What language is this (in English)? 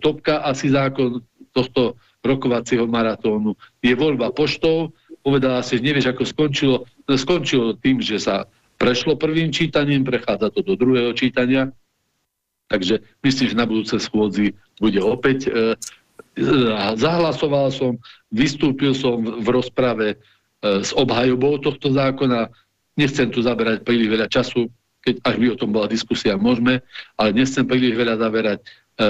Slovak